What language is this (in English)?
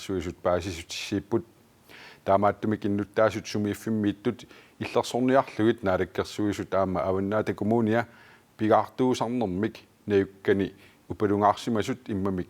Kalaallisut